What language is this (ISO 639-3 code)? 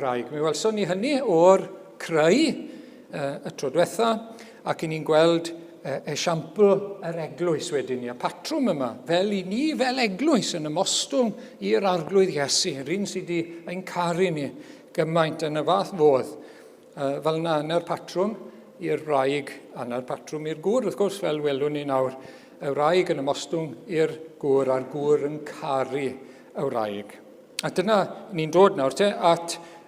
cym